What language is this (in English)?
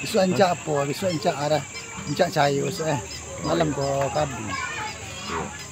Minangkabau